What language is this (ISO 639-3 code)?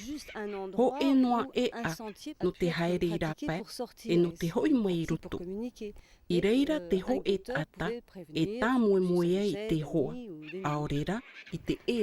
tah